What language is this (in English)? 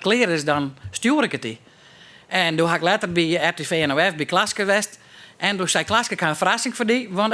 Western Frisian